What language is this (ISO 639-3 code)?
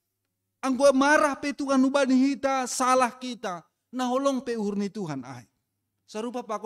bts